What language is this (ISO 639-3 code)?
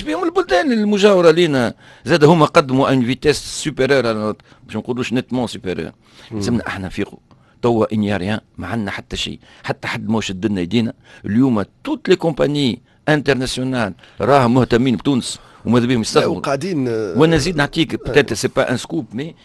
aeb